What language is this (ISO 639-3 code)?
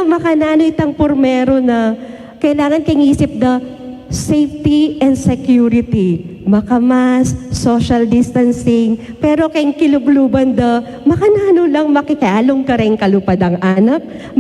pam